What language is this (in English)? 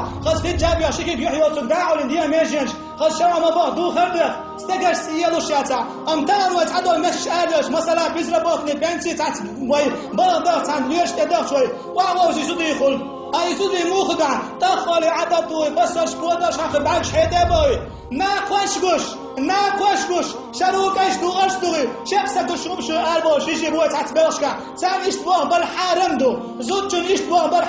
Chechen